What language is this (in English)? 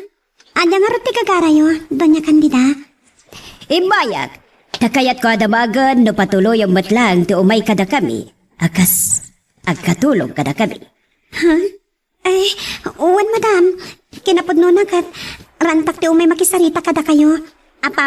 Iloko